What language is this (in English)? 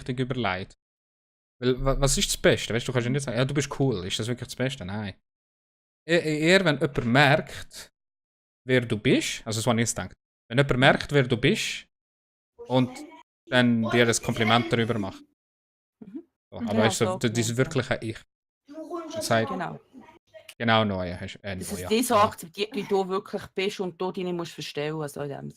Swiss German